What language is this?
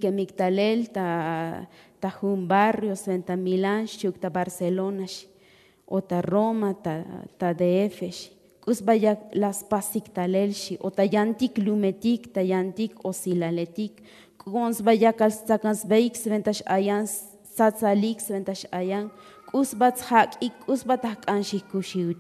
Tzotzil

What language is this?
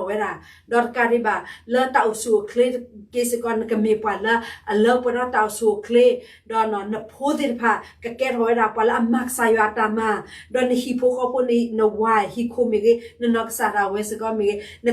S'gaw Karen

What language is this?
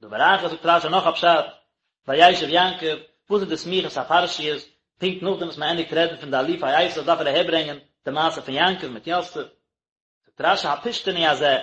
Yiddish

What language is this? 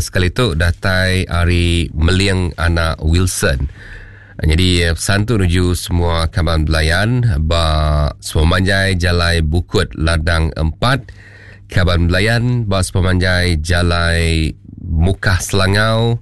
Iban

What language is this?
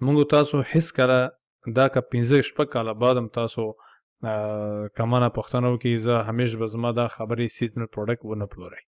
Pashto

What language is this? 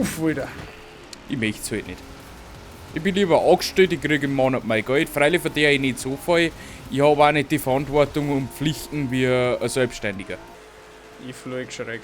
Bavarian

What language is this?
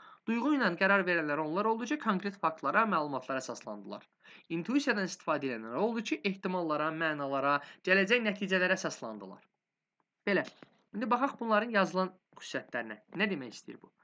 Azerbaijani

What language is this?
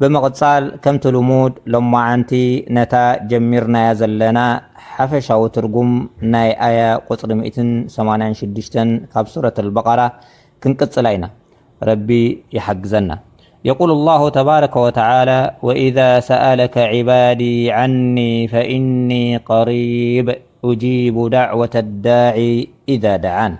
Tigrinya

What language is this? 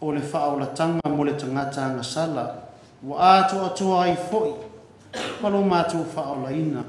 Samoan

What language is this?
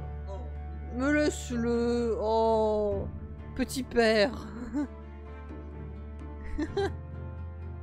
French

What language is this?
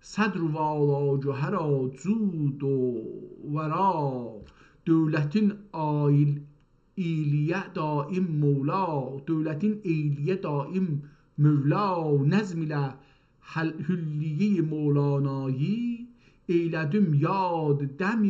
South Azerbaijani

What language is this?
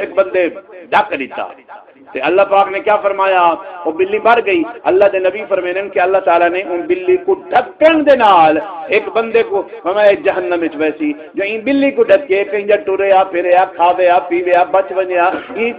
Saraiki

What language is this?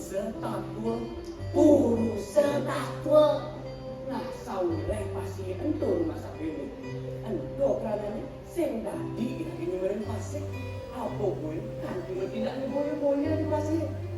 Balinese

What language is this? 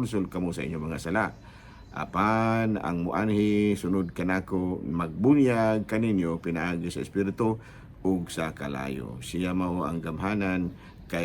Cebuano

